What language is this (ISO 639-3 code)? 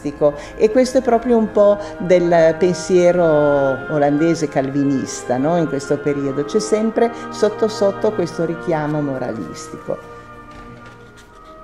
ita